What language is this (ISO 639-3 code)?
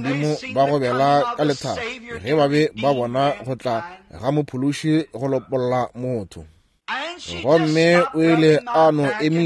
nso